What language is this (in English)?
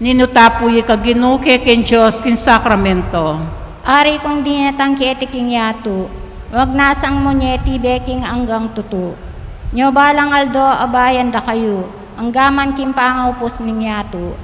Pampanga